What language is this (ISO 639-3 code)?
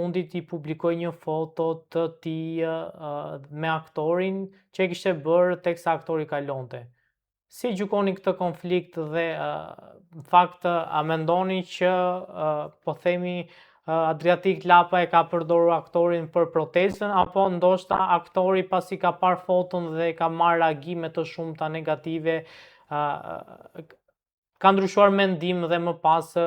sqi